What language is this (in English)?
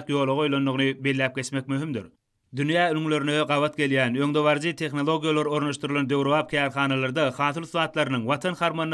Turkmen